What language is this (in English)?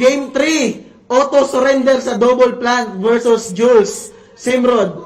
Waray